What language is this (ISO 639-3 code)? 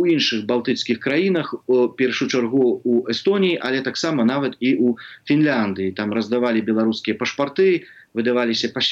bel